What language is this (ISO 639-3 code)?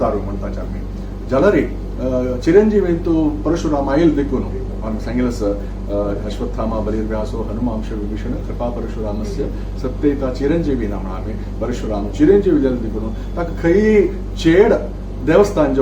kok